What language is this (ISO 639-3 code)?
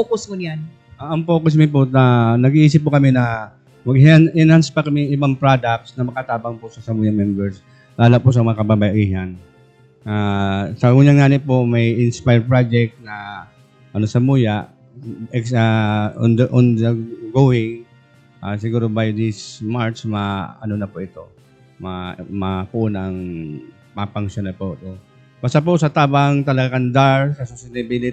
bik